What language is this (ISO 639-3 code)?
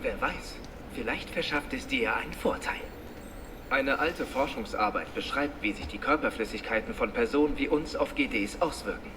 gsw